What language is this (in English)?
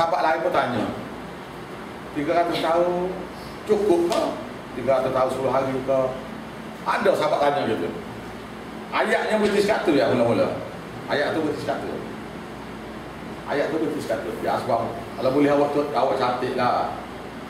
Malay